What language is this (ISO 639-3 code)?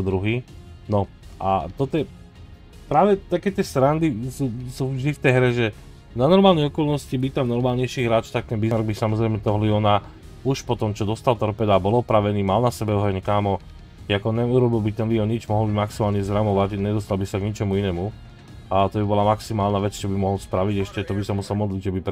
slk